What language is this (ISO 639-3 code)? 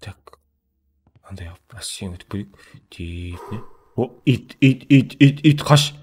kaa